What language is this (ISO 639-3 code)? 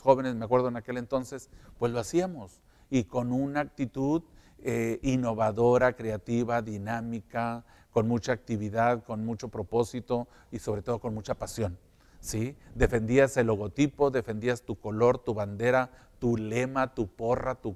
spa